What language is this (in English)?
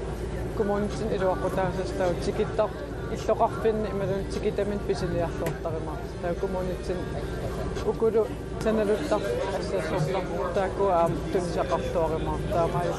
Kalaallisut